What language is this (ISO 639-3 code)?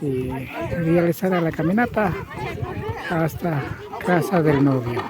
qvi